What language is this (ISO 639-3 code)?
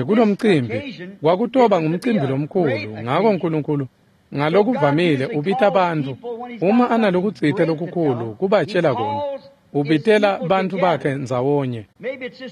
ssw